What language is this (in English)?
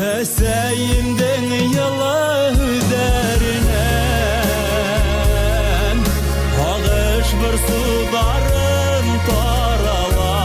Bashkir